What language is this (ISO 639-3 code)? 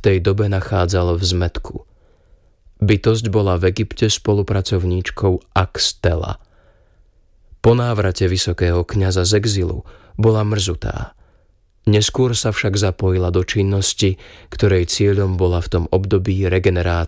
slk